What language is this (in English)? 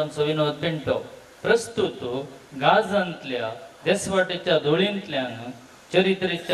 Konkani